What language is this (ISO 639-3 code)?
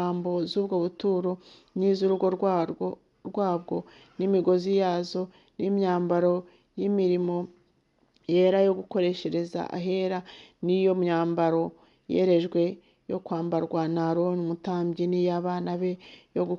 kin